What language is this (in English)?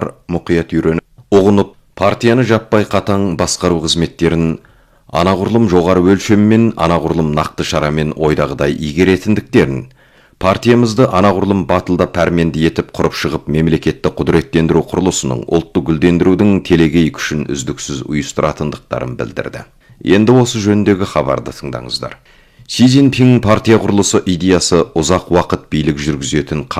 Kazakh